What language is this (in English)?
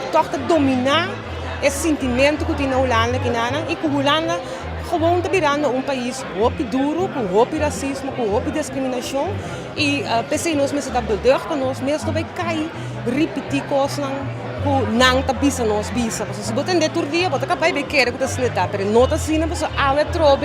Papiamento